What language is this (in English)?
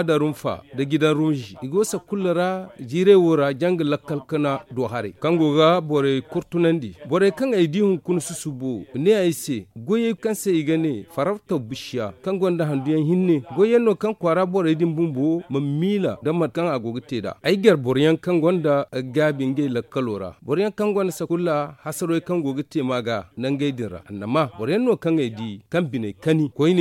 Zarma